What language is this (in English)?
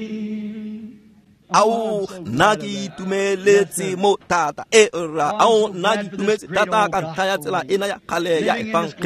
Tswana